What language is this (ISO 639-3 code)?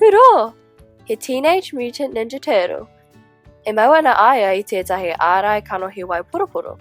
mri